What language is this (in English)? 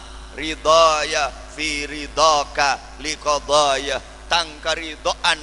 Madurese